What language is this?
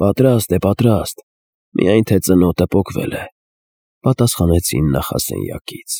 Armenian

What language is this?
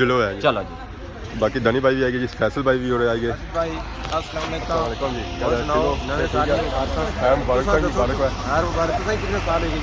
Pahari-Potwari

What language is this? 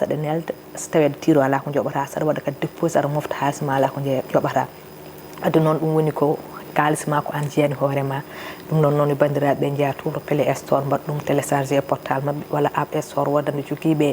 Fula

